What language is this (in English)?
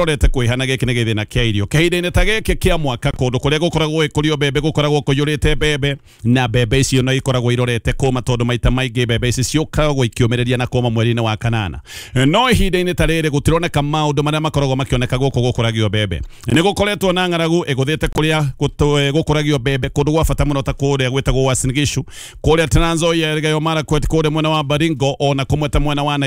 Kikuyu